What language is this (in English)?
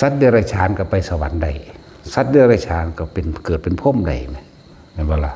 Northeastern Thai